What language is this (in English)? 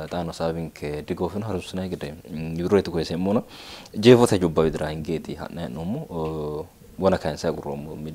Sidamo